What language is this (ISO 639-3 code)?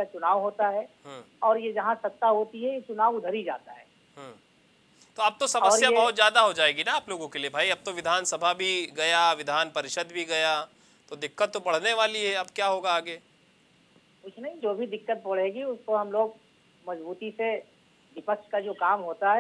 hin